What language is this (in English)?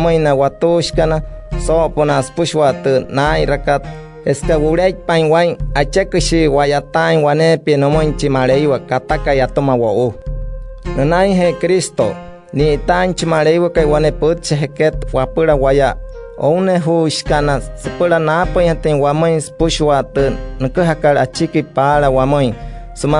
Wayuu